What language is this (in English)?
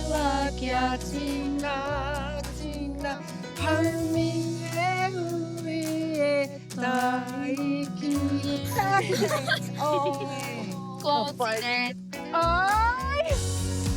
Māori